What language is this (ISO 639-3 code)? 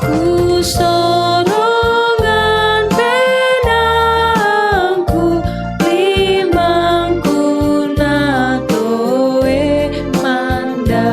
sda